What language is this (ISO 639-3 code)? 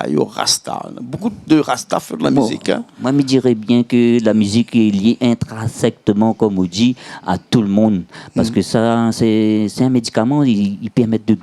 rcf